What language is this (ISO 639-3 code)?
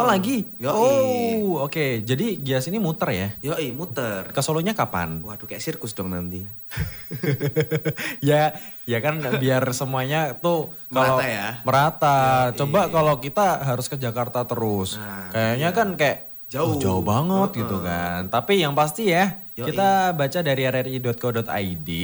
ind